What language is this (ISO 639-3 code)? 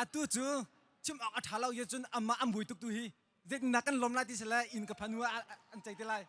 cnh